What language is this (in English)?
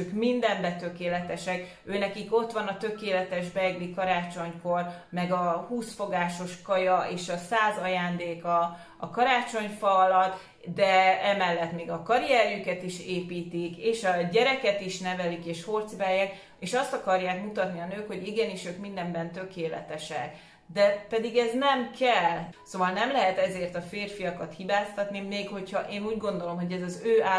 Hungarian